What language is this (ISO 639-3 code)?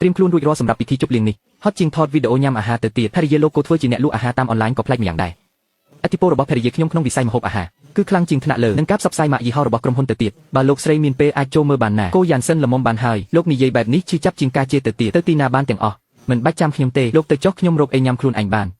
khm